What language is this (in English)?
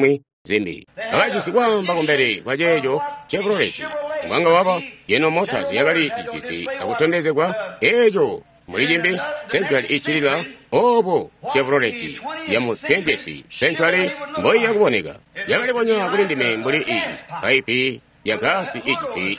Tonga (Zambia)